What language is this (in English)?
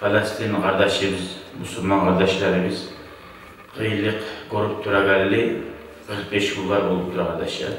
Kumyk